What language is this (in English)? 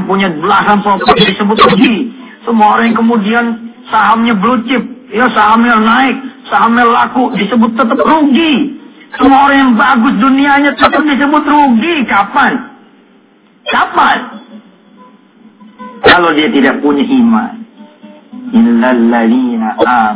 Indonesian